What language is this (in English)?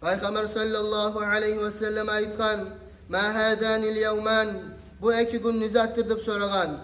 Kumyk